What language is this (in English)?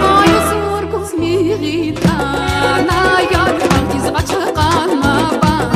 Tabassaran